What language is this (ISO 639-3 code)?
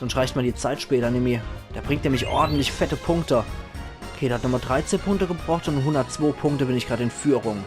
pfl